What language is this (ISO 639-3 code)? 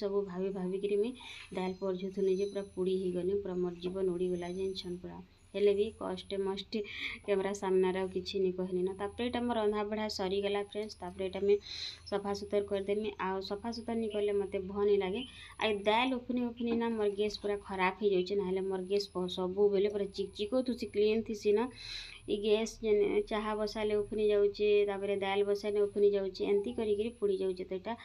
spv